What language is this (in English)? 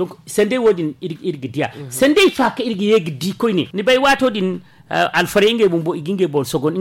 Zarma